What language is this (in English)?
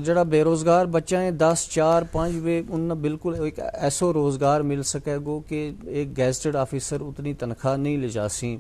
Gujari